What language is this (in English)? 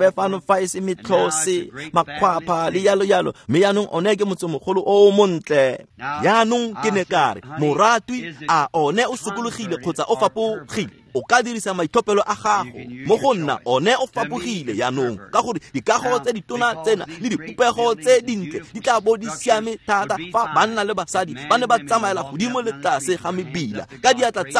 Tswana